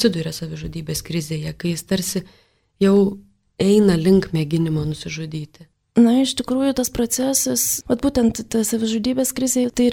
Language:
Lithuanian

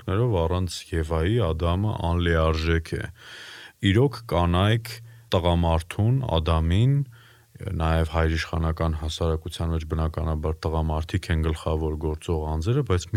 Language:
Armenian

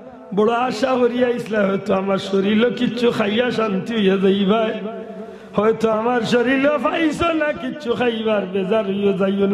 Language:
Sylheti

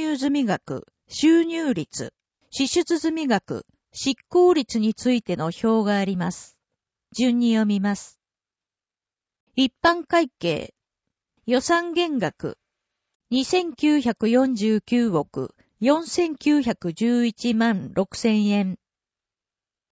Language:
Japanese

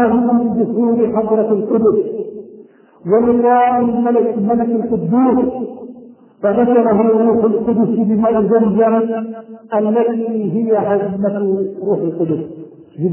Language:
Arabic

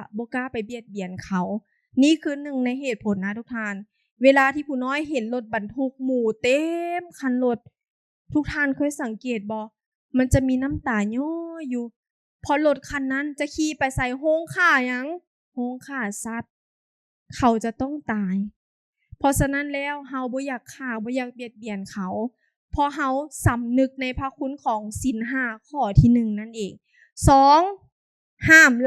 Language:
Lao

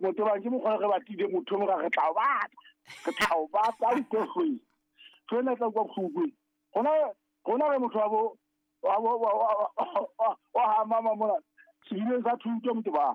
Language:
Southern Sotho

